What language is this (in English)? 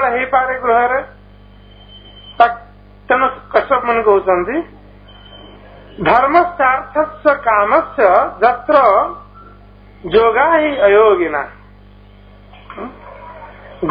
Odia